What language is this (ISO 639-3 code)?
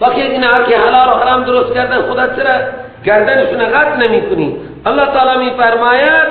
fas